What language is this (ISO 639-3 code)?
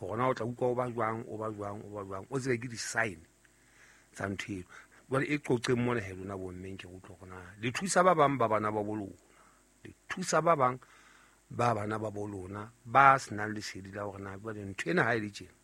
sot